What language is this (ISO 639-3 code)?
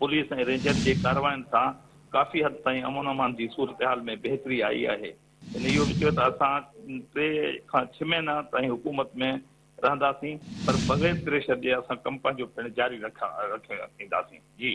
snd